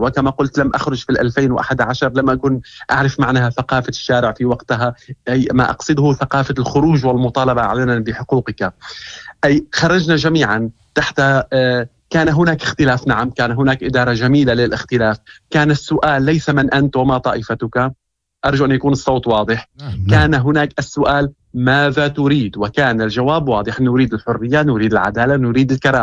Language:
Moroccan Arabic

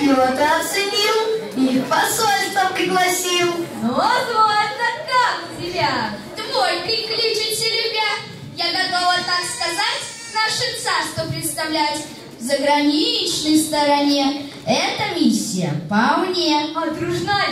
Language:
Russian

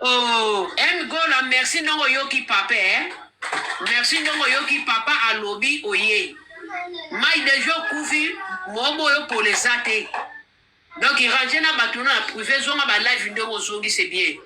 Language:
Lingala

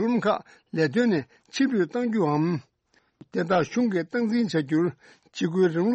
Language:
Tibetan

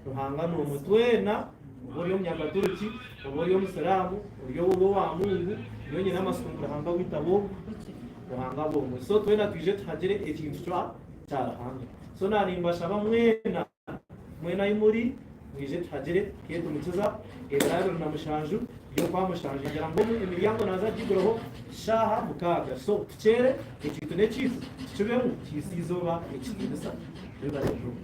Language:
Nyankole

